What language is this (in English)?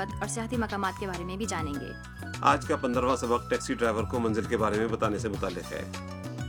Urdu